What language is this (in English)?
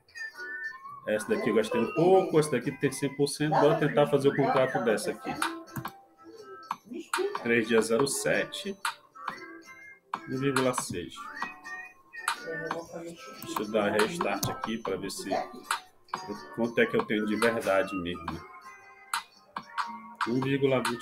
Portuguese